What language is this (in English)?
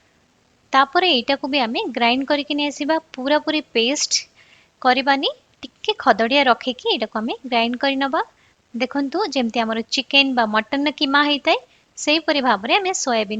Odia